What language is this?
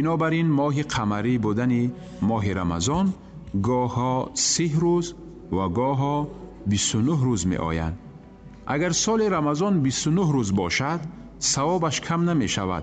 Tajik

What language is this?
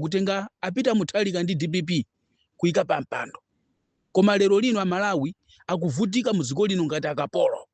Nyanja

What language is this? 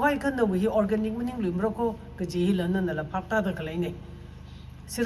Tangkhul Naga (India)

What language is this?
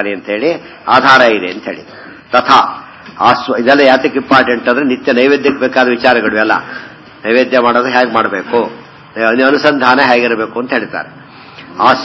Kannada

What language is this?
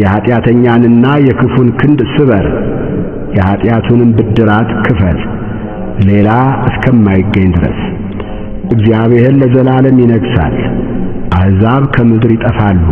Amharic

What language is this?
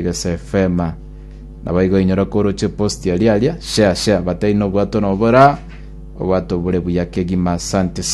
Gusii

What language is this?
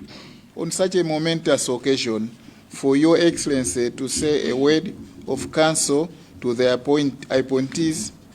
Nyanja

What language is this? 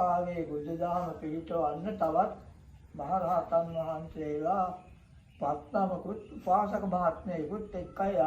Sinhala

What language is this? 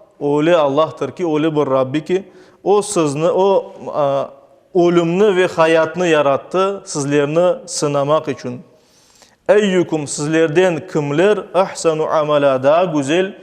Crimean Tatar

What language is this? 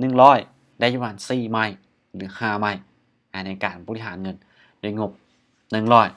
Lao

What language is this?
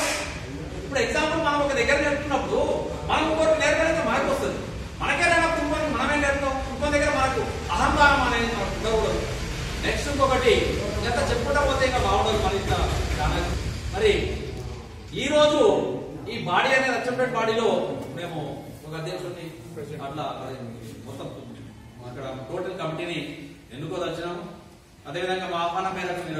Telugu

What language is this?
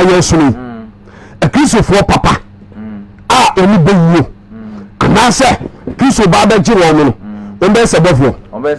Akan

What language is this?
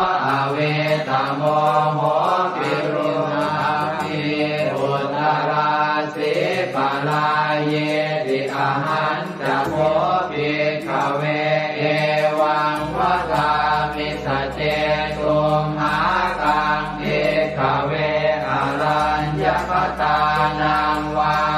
Pali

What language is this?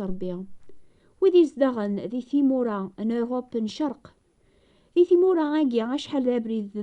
Kabyle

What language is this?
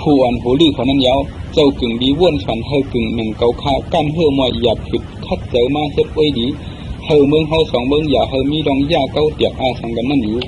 Shan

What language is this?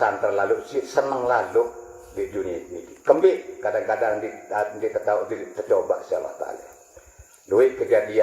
Sasak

